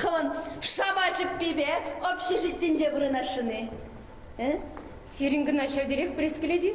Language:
Chuvash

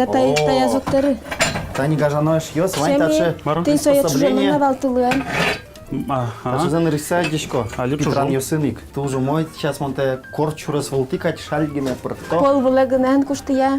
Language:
Udmurt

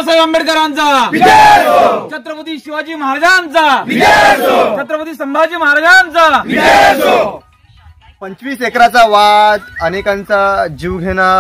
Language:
Marathi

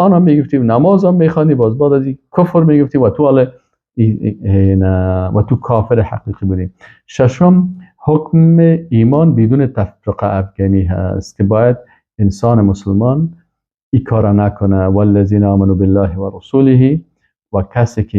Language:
Persian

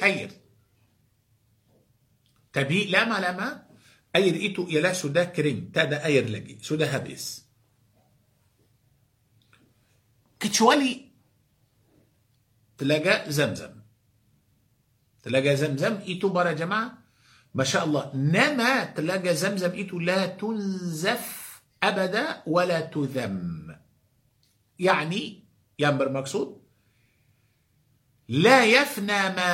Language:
Malay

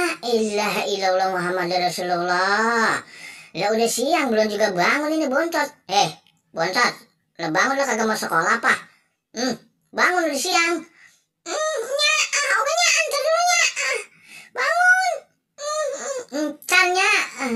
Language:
Betawi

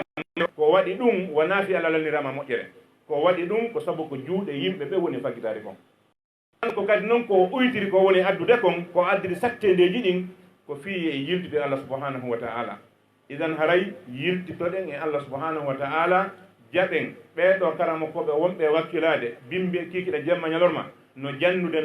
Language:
Fula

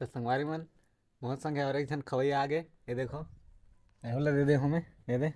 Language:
Chhattisgarhi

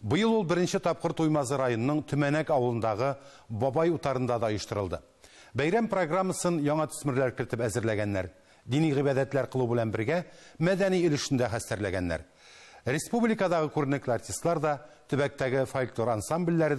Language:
Tatar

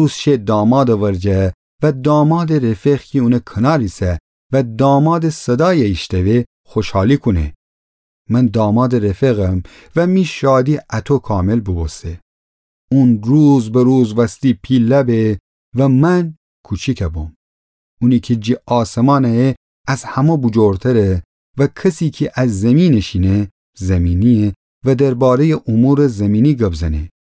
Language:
Gilaki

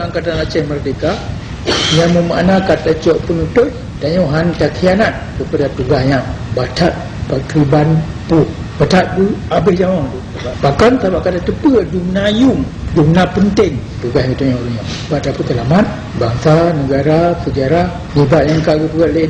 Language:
Achinese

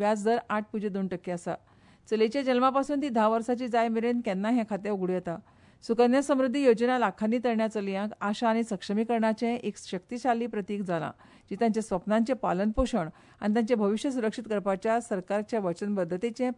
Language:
Konkani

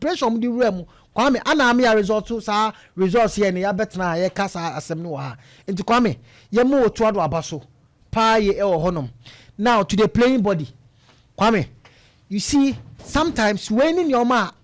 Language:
Akan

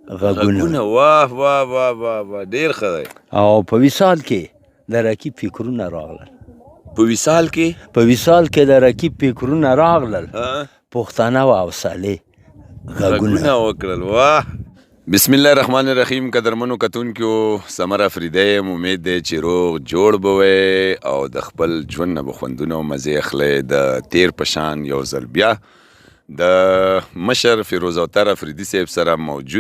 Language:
Pashto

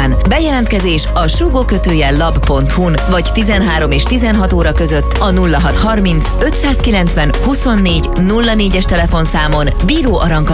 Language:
Hungarian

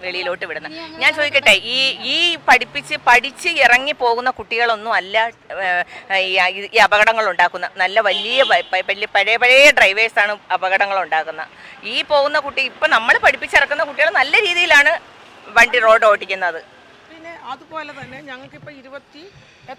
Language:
Malayalam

